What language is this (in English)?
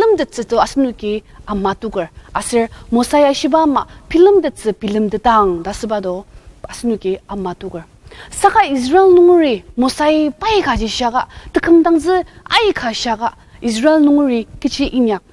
Ao Naga